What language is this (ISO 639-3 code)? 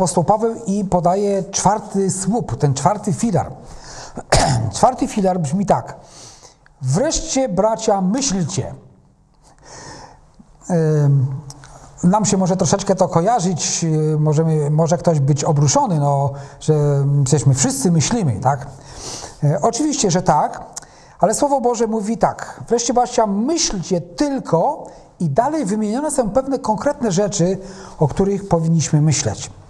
pol